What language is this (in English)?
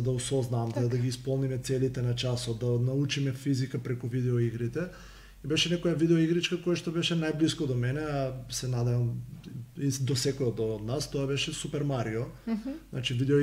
Macedonian